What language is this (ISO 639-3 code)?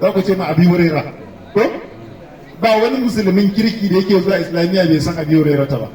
hau